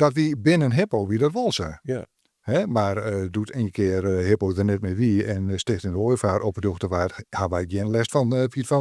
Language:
Western Frisian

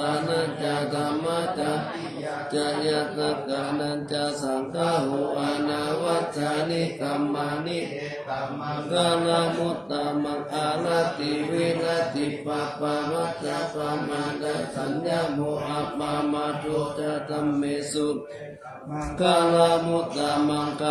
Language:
Pali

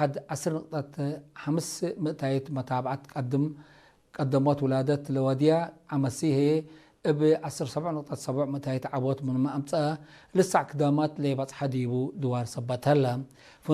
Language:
Tigre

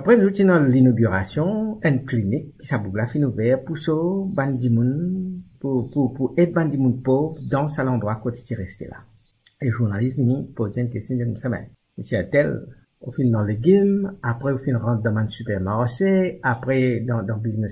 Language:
Morisyen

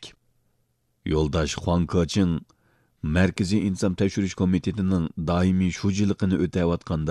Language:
Uyghur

